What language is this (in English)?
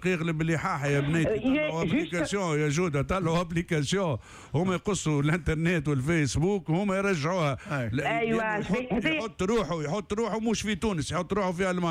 Tunisian Arabic